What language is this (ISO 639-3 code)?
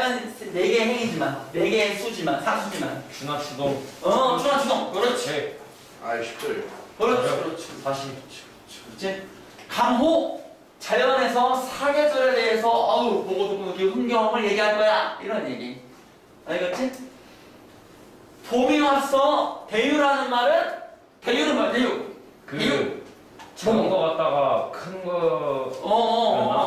kor